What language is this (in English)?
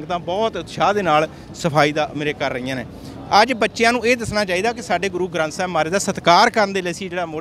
Punjabi